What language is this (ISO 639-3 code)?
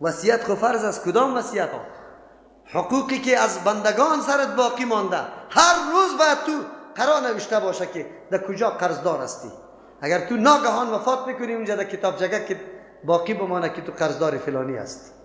fas